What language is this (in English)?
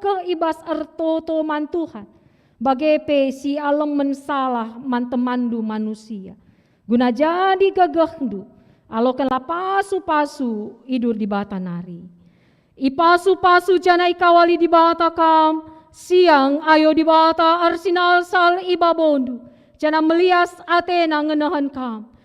Batak Karo